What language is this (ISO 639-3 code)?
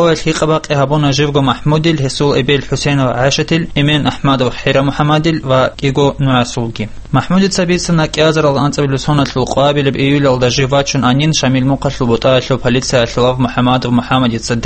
ava